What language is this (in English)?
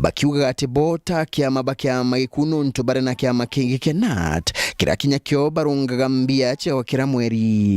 Meru